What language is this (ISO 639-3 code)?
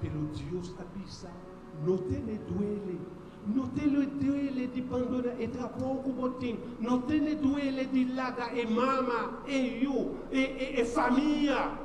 pap